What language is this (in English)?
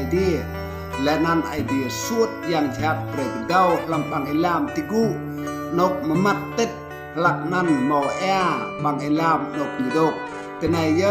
Rade